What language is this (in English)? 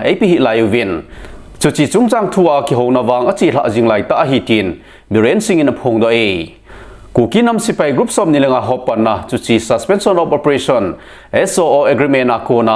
Thado Chin